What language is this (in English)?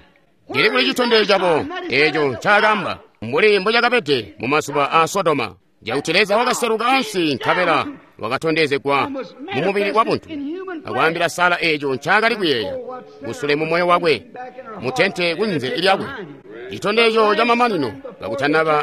Tonga (Zambia)